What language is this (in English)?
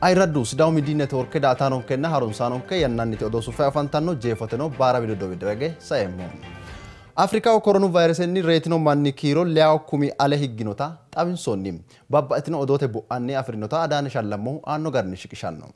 Sidamo